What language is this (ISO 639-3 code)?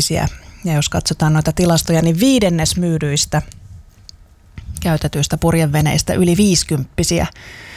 fin